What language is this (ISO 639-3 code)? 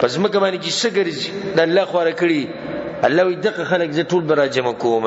pus